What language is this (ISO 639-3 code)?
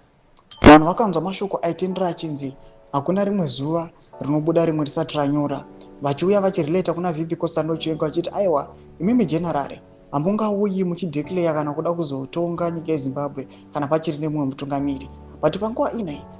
sna